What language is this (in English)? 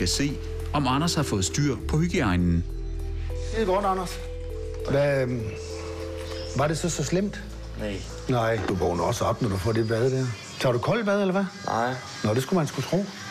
Danish